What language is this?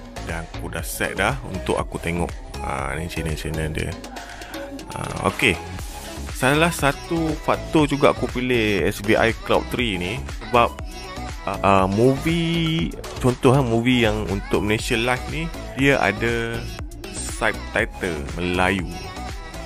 Malay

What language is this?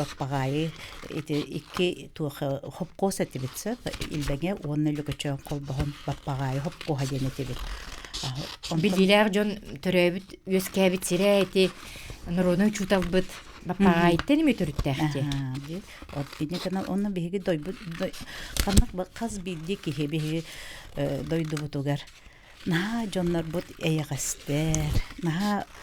Yakut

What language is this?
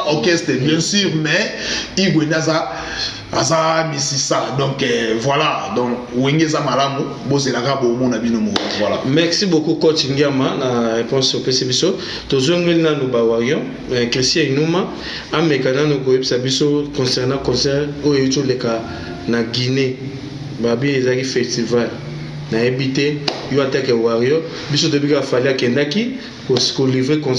Lingala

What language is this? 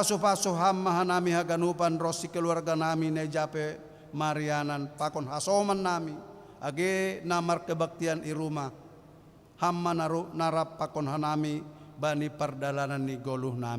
Batak Simalungun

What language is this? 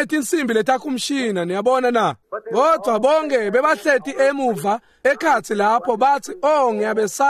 Swati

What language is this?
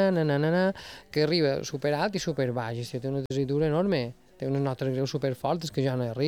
Catalan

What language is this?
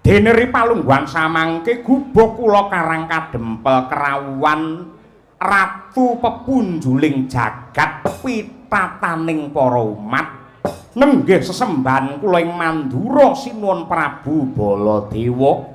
Javanese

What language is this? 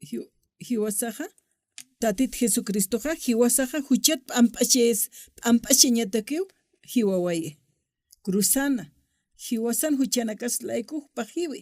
Aymara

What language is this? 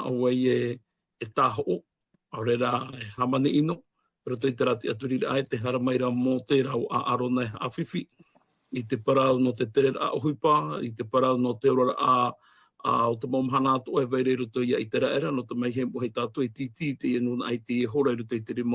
Tahitian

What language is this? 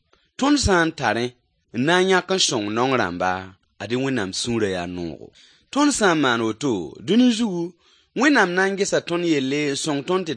Mossi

